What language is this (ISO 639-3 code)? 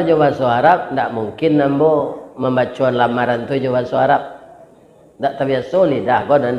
min